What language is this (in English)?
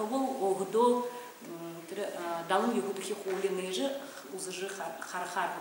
Buriat